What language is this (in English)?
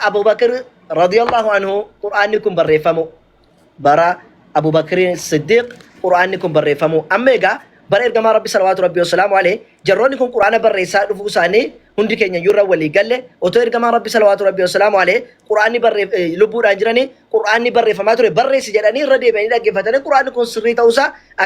Oromo